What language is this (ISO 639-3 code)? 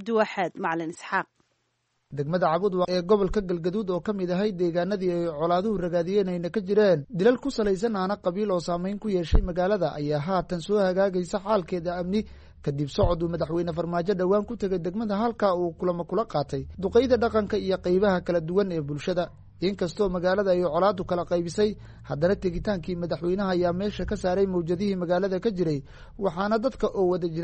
som